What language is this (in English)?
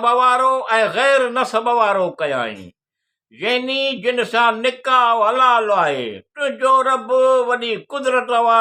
Sindhi